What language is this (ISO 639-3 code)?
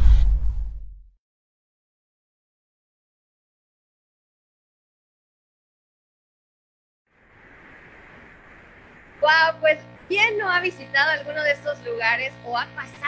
spa